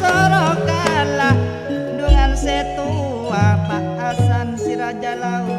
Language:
Madurese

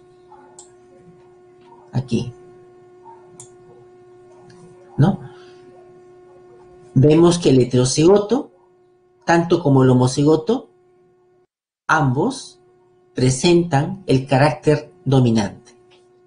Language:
Spanish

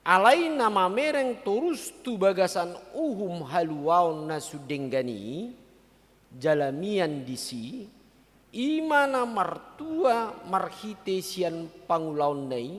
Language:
Batak Toba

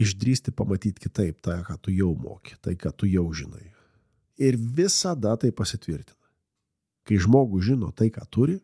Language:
Lithuanian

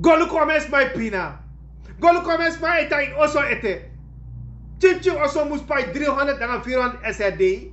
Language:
Sranan Tongo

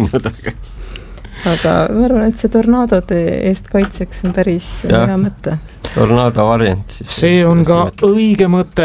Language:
Estonian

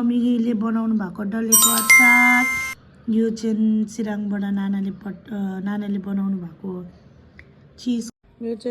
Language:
Nepali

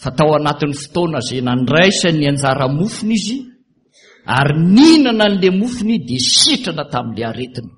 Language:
Malagasy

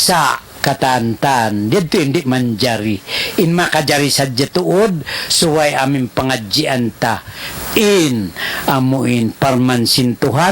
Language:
Tausug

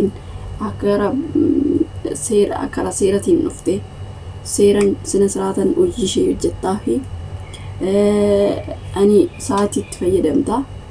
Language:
Oromo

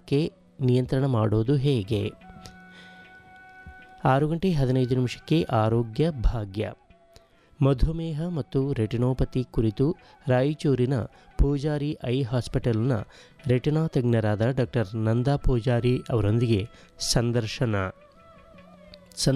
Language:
Kannada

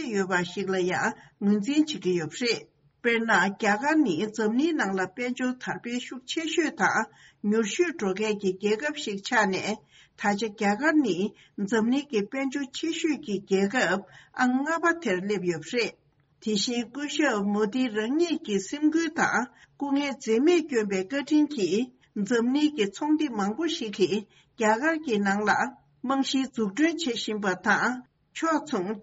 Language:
Tibetan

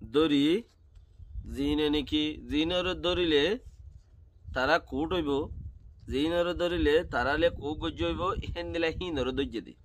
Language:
Rohingya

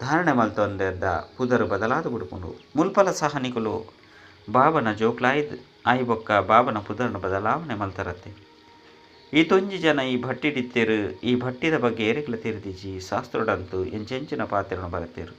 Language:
Tulu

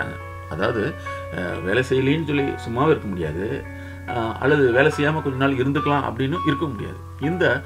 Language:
Tamil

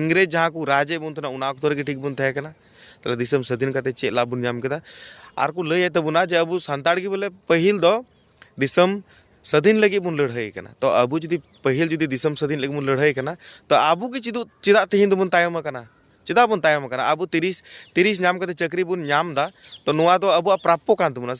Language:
Santali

